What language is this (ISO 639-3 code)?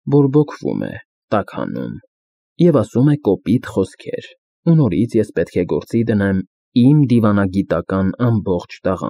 hye